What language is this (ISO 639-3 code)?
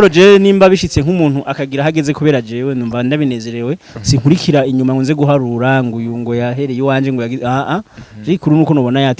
run